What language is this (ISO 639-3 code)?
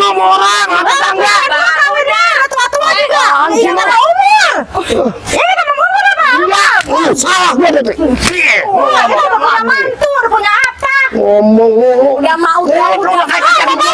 bew